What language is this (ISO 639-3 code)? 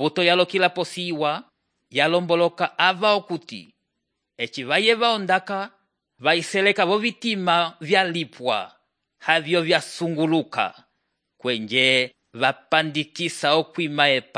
umb